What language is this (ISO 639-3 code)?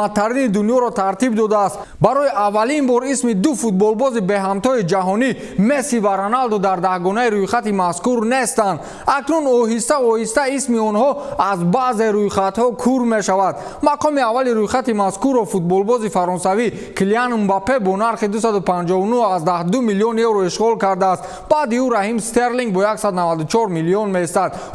tgk